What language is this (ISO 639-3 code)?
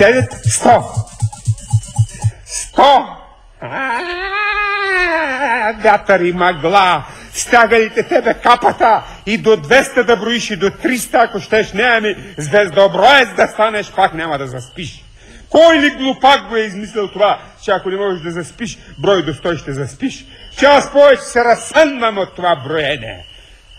bul